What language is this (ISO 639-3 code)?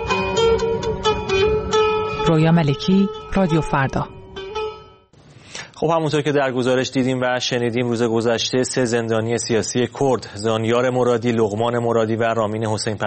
fas